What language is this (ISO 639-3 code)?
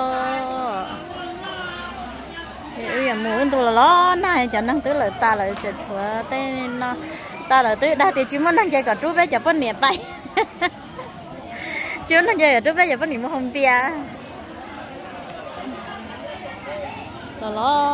vie